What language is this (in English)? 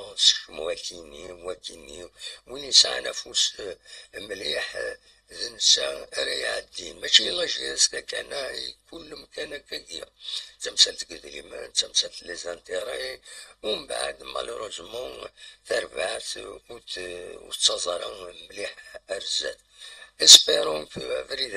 Kabyle